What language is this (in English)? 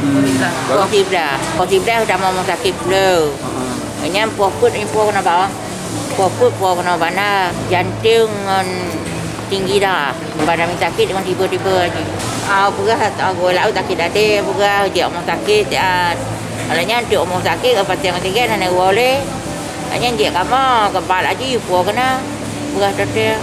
Achinese